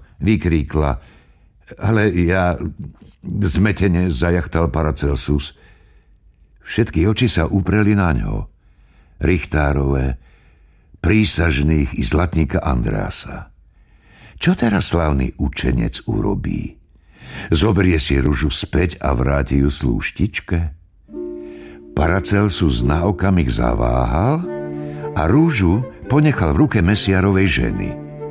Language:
Slovak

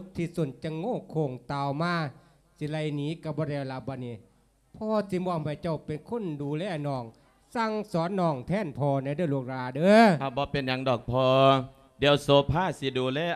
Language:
Lao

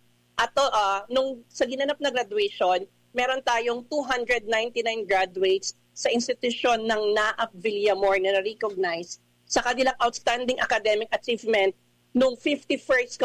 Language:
Filipino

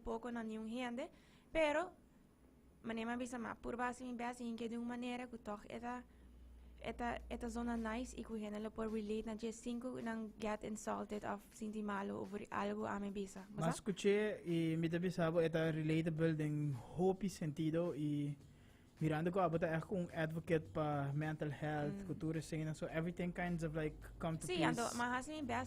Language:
Papiamento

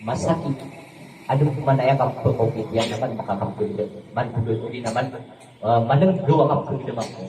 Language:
Maranao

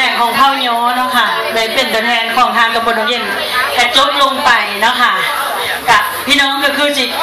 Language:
Lao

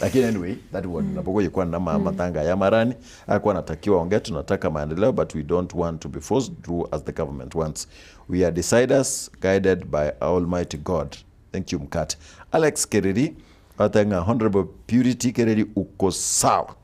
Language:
Gusii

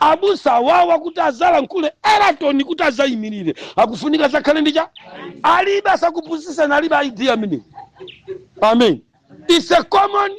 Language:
Nyanja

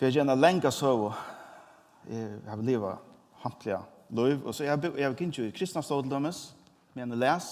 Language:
Faroese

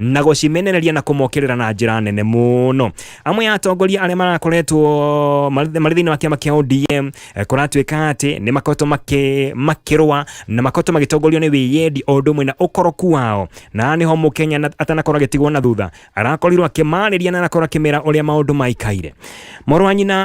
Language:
Kikuyu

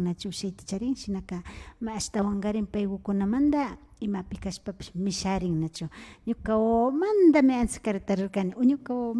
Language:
Imbabura Highland Quichua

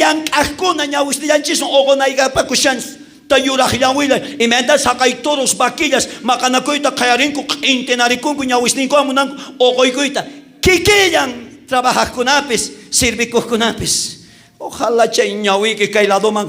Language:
South Bolivian Quechua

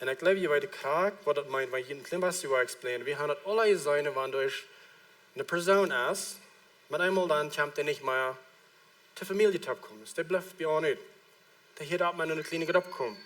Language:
Plautdietsch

